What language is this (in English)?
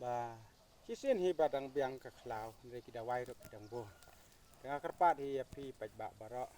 Khasi